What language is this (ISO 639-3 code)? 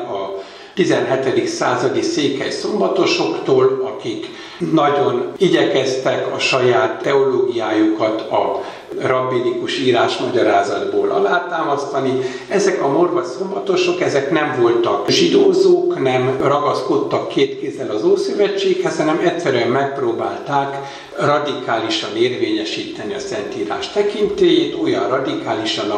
hun